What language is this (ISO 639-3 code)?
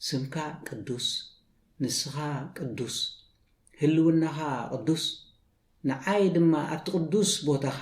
tir